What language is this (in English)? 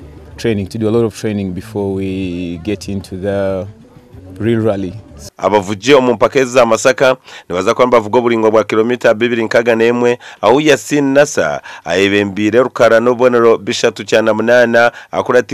Nyankole